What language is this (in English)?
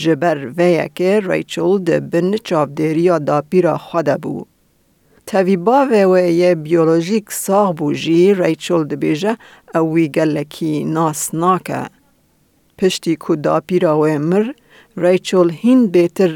Kurdish